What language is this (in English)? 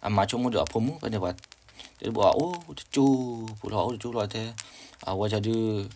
S'gaw Karen